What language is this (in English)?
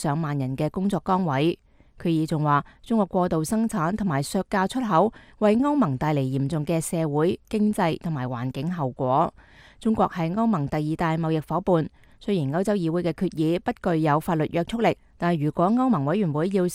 Cantonese